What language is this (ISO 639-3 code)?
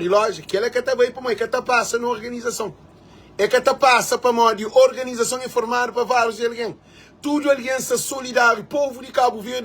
kea